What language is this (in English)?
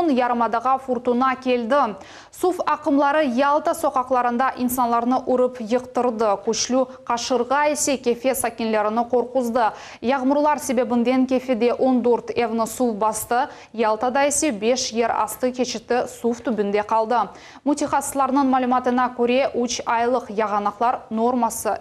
Crimean Tatar